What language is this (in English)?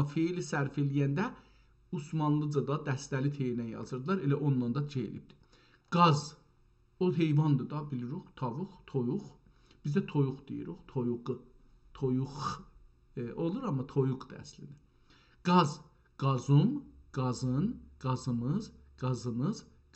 South Azerbaijani